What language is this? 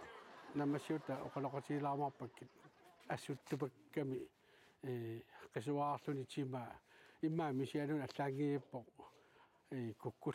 Kalaallisut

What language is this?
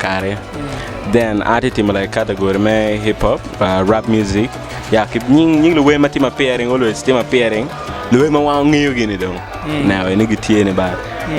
Acoli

